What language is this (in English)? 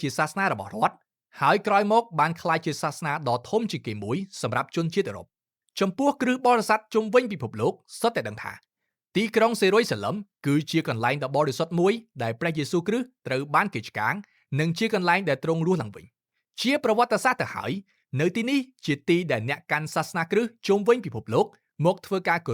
Khmer